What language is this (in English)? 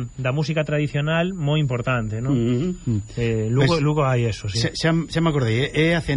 Galician